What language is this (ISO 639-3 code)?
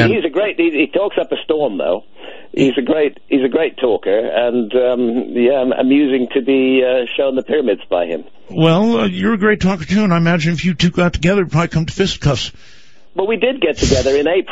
eng